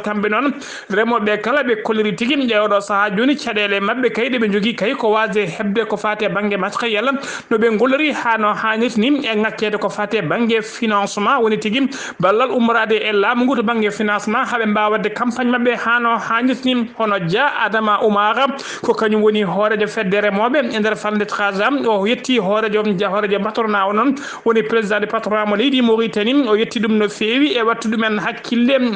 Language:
Fula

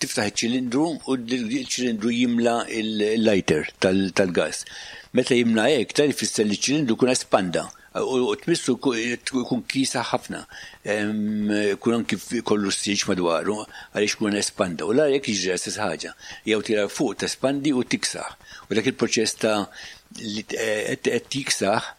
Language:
Maltese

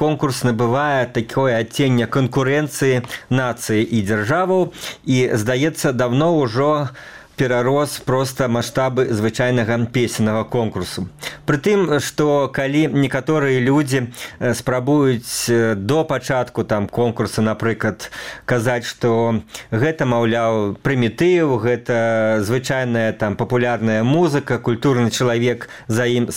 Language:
Belarusian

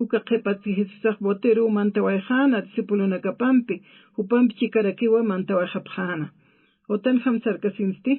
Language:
Aymara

